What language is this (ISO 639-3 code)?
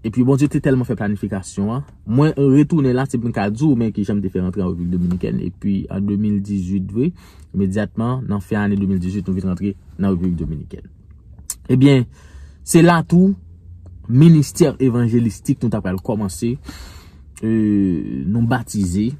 hat